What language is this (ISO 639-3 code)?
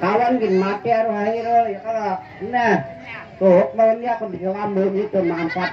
bjn